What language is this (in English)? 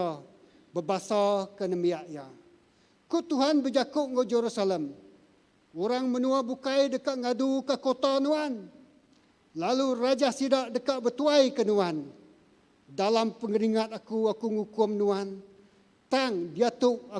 Iban